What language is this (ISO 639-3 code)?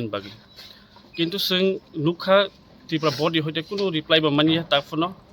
trp